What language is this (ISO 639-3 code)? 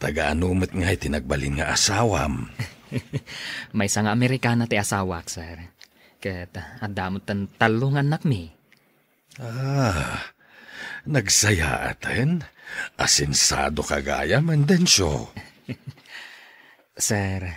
ilo